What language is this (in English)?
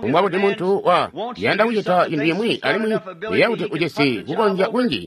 Tonga (Zambia)